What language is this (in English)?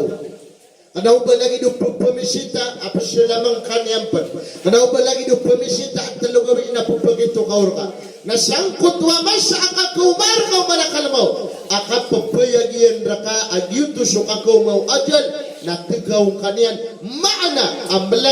Maranao